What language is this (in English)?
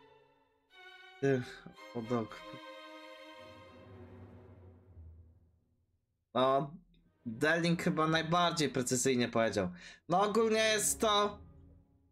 Polish